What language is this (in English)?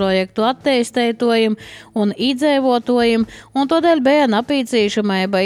Latvian